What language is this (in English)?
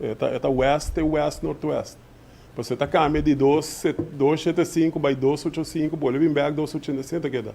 Papiamento